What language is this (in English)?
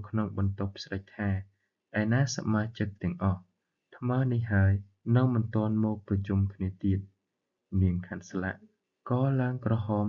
Khmer